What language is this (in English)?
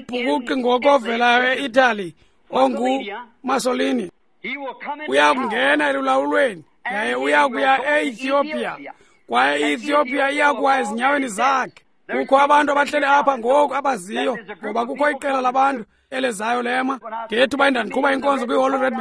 Xhosa